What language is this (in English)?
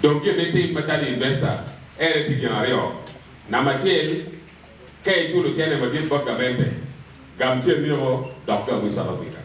Acoli